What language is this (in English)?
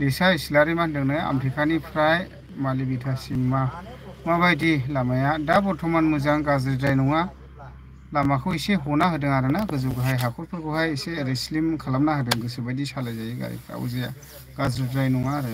Bodo